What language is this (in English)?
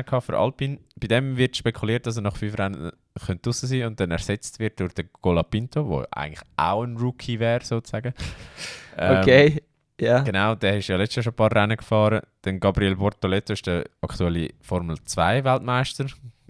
Swiss German